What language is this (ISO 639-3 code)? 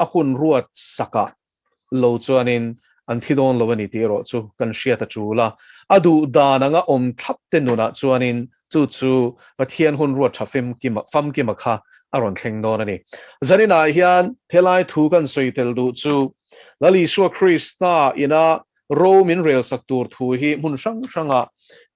lus